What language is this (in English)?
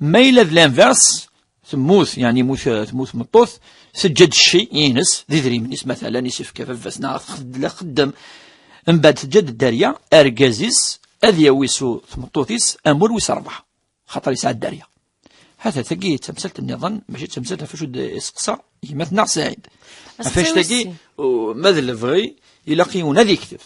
Kabyle